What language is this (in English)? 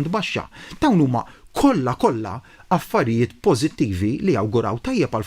Maltese